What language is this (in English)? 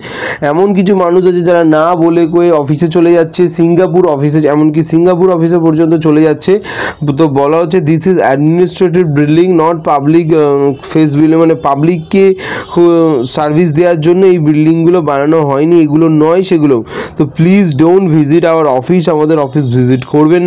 Bangla